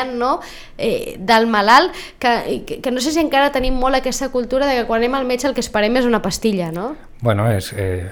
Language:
Catalan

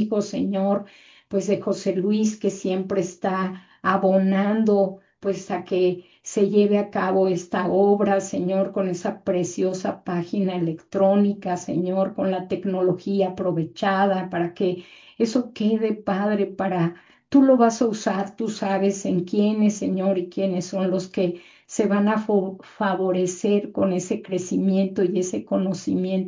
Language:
Spanish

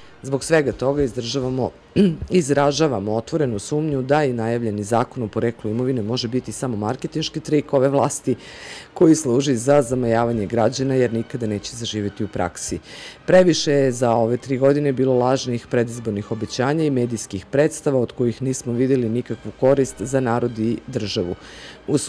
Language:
Serbian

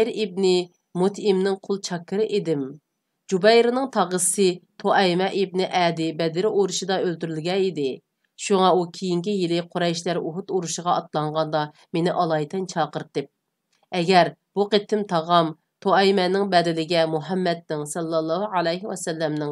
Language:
Uyghur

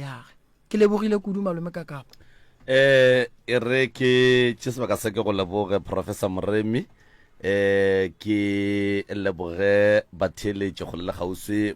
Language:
Northern Sotho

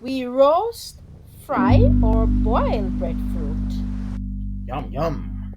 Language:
Jamaican Creole English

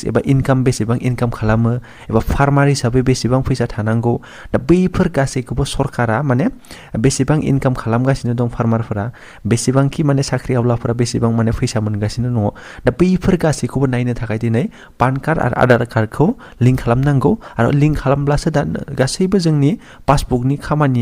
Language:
Bodo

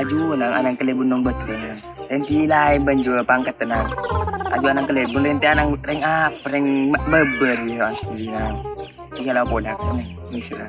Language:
Madurese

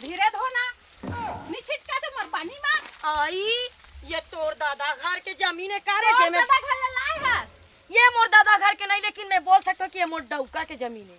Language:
Chhattisgarhi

